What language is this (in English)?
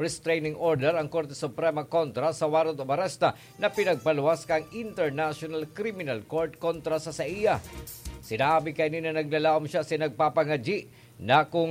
Bikol